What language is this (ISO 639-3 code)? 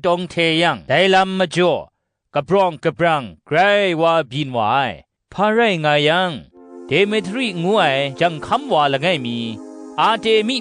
kac